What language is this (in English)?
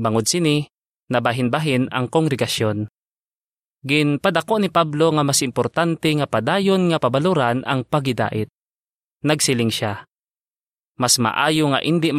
Hiligaynon